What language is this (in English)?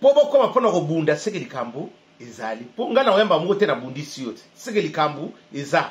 Lingala